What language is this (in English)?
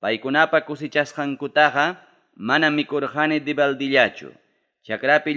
Ayacucho Quechua